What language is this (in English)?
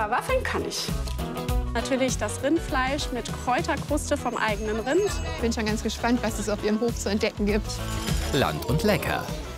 German